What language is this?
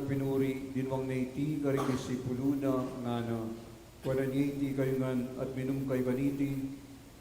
Pampanga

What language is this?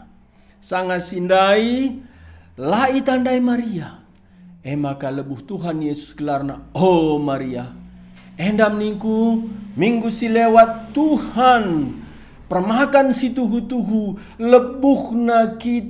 Batak Karo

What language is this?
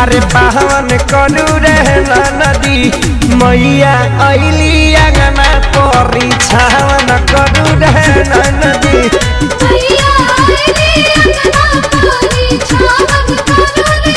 Bhojpuri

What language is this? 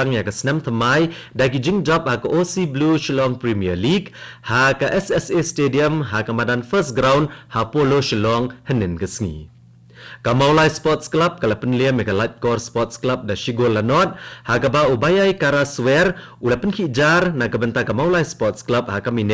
Khasi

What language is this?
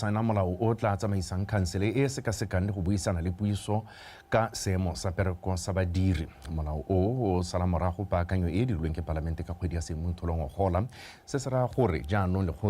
Tswana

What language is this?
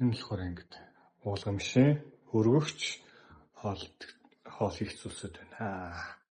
Mongolian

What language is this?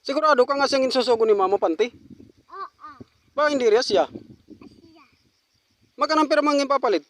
Waray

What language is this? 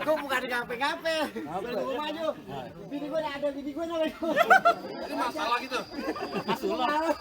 Betawi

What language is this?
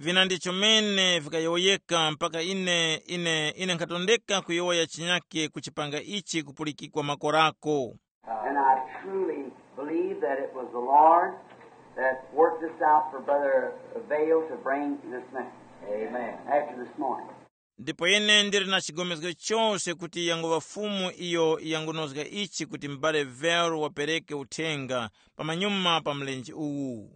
Tumbuka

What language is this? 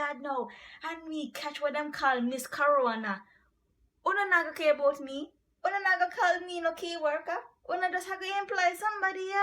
Jamaican Creole English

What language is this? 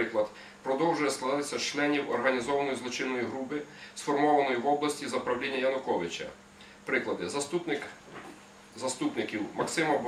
Ukrainian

